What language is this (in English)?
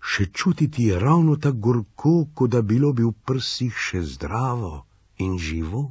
Serbian